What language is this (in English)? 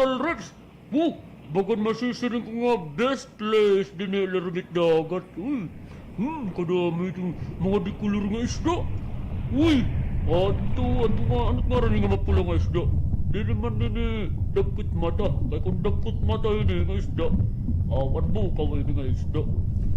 Waray